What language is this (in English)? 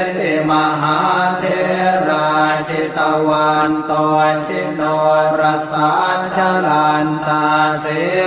Pali